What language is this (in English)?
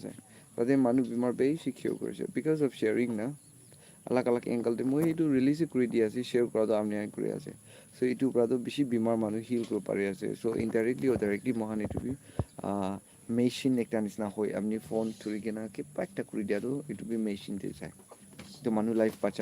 Naga Pidgin